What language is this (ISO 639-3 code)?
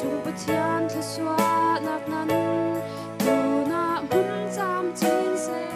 cfm